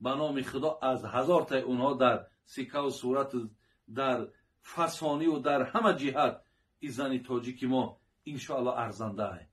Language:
Tajik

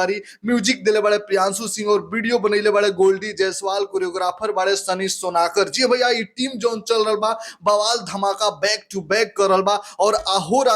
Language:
Bhojpuri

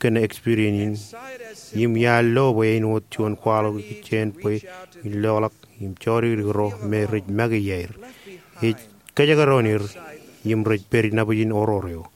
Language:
Marshallese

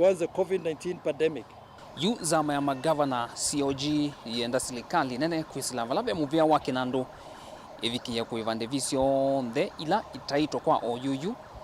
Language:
Kamba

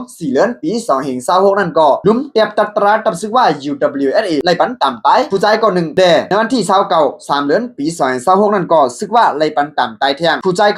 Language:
Shan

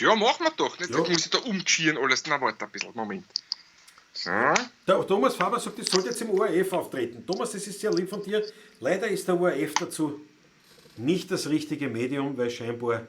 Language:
Bavarian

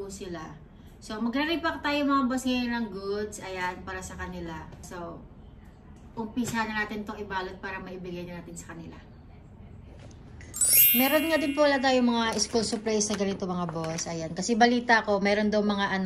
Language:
Filipino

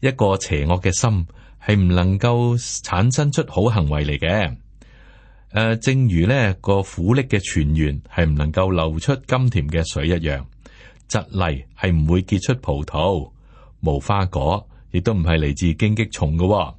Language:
Cantonese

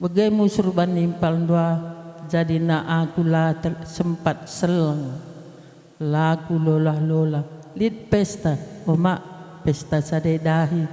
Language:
Batak Karo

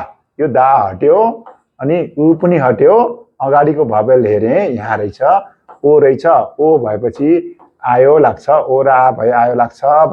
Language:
Nepali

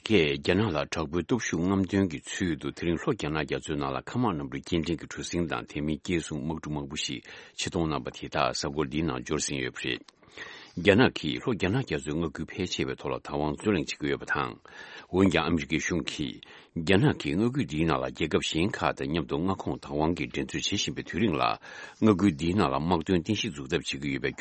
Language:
Tibetan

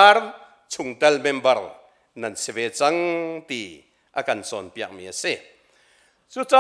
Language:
Hakha Chin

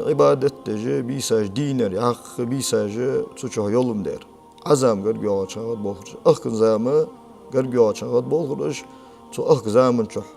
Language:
Ingush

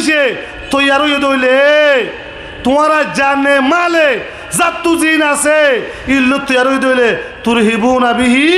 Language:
Rohingya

